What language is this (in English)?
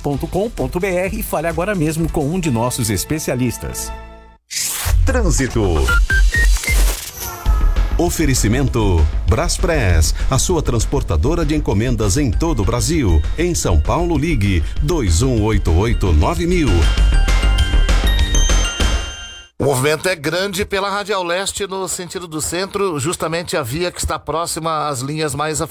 Portuguese